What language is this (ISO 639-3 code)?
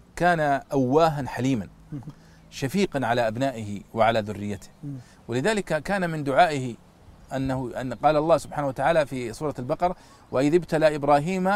ara